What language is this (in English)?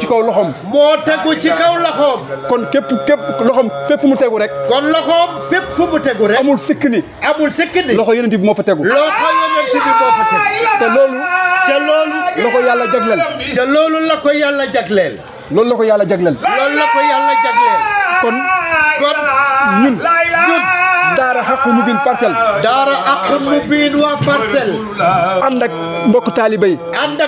Wolof